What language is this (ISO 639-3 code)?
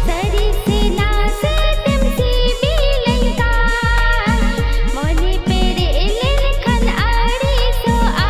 sat